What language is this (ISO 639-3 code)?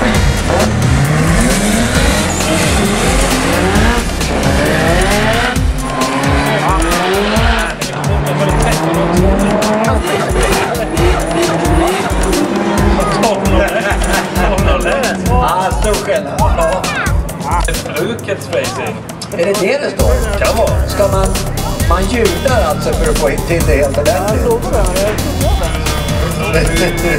swe